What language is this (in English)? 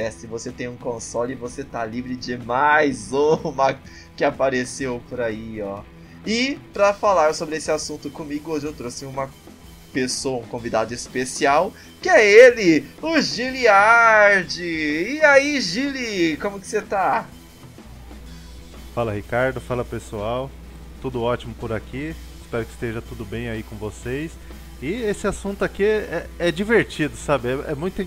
Portuguese